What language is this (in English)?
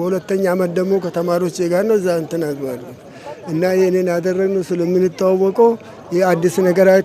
Amharic